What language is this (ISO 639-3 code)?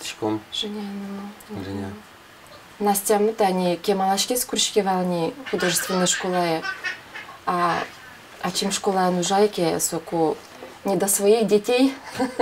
udm